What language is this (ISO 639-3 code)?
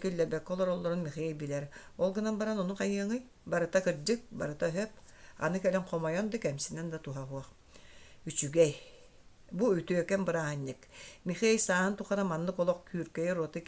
sah